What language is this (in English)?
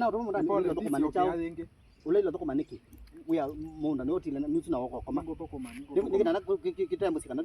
Kamba